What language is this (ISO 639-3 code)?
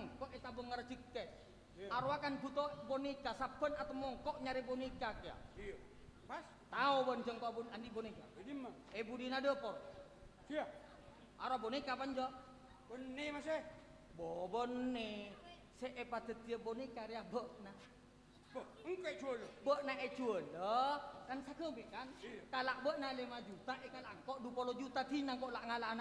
mad